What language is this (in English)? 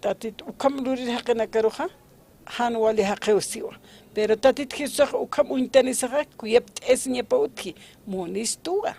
Aymara